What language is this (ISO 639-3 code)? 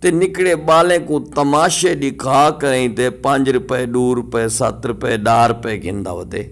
skr